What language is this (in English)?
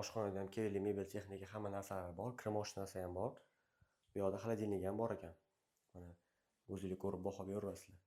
Uzbek